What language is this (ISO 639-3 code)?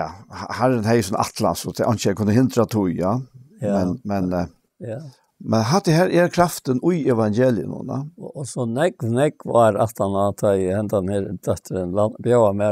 fao